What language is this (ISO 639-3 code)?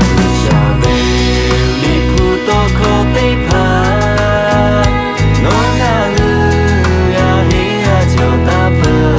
lhu